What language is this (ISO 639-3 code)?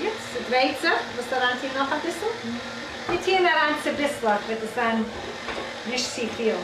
yid